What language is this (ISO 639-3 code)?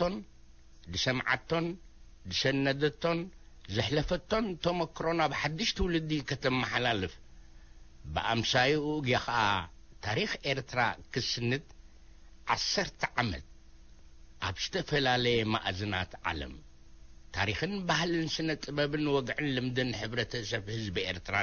tir